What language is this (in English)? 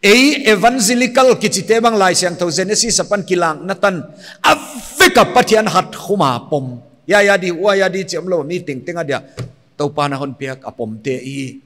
Paite Chin